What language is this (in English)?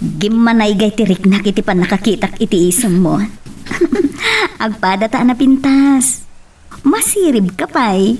Iloko